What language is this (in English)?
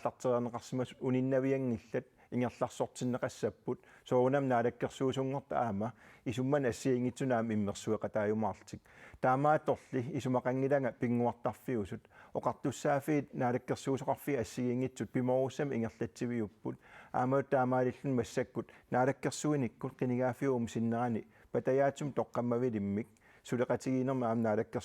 Kalaallisut